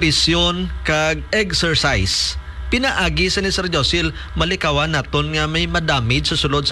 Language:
Hiligaynon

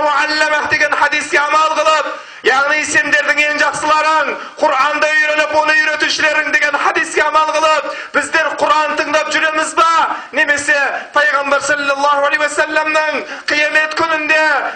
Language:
Kazakh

